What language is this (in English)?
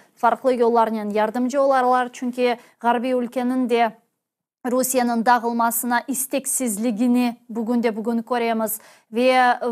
Crimean Tatar